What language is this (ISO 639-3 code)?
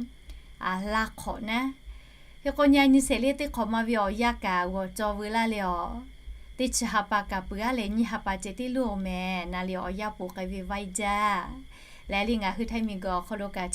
lhu